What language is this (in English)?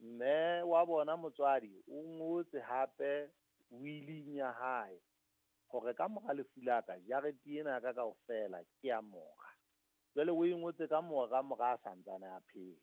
Southern Sotho